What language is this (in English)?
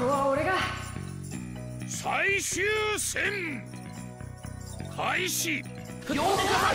Japanese